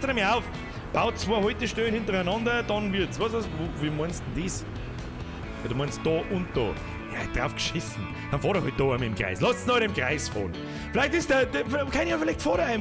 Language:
Bavarian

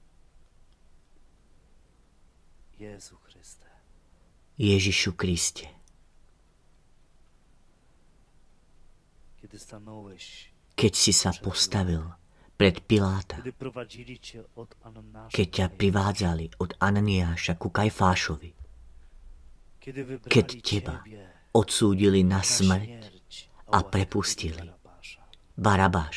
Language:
Slovak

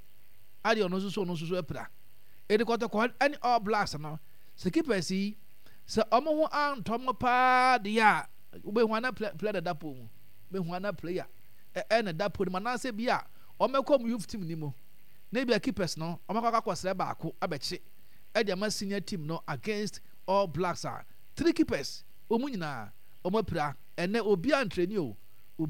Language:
Akan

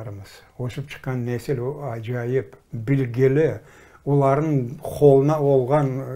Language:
Crimean Tatar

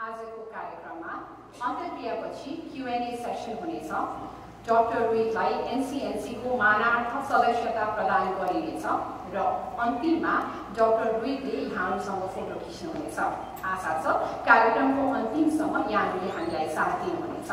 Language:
Nepali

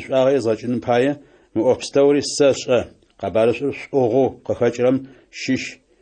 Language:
Adyghe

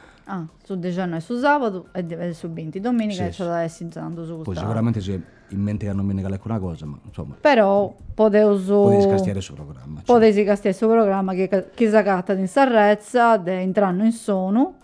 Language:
Sardinian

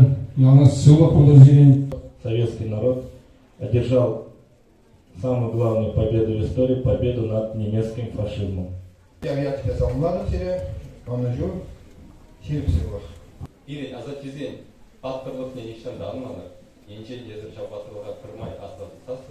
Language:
Chuvash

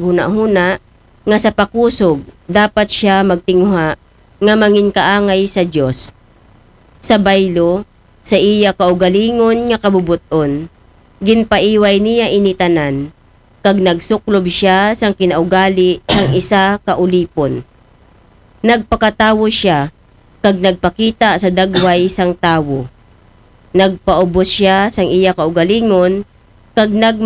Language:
Aklanon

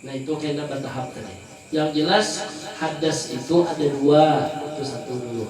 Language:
Banjar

